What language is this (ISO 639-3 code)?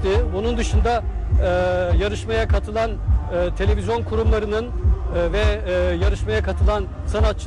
tur